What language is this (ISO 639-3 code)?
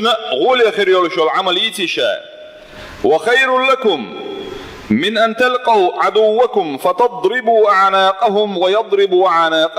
che